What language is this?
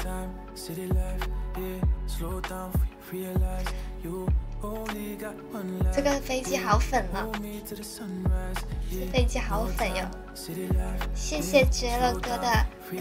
Chinese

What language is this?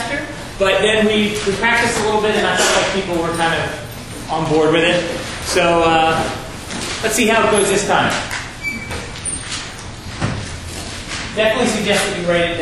English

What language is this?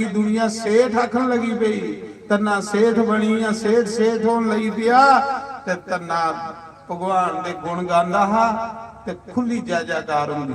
Dogri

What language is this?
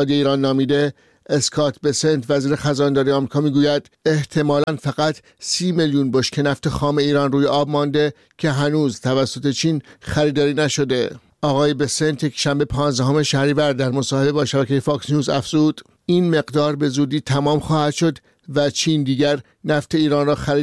Persian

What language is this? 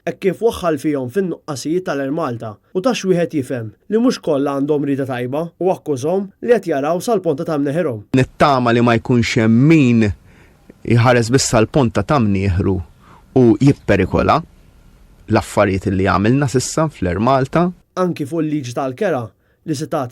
Maltese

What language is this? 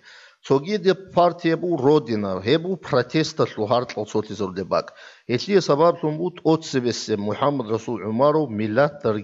Avaric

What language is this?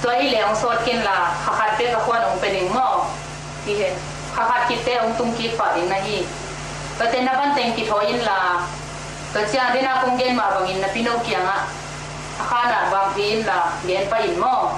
Tedim Chin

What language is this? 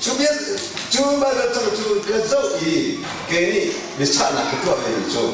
Hakha Chin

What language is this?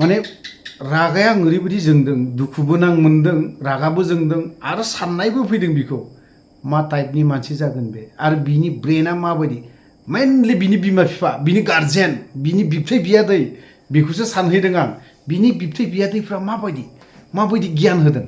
Bodo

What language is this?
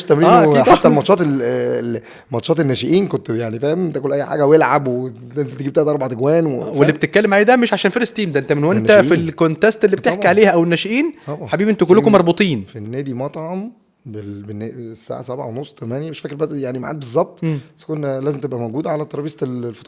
Egyptian Arabic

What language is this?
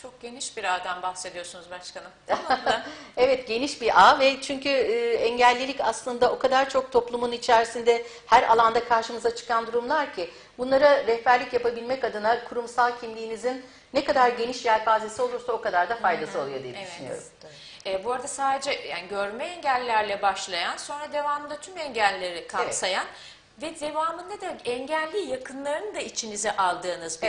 Turkish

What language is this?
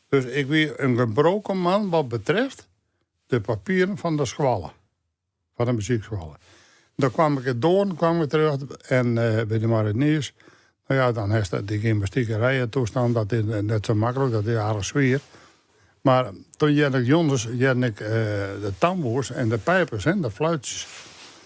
Western Frisian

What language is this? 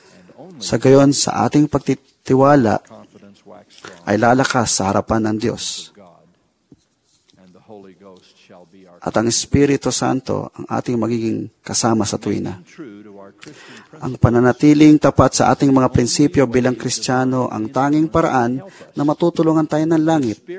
Filipino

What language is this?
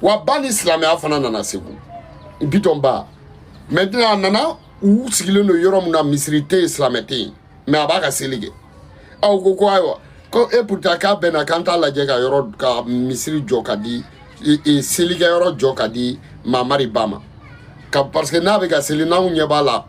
Bambara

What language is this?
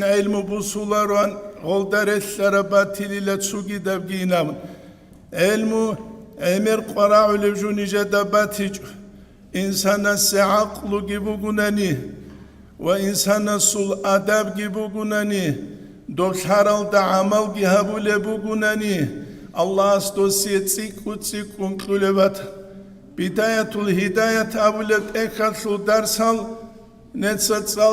Avaric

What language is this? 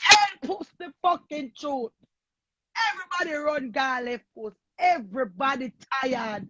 Jamaican Creole English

